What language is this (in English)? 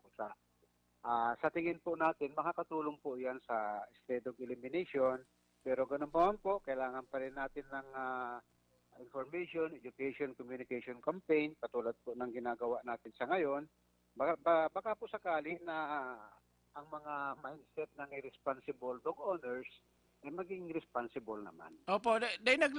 Bikol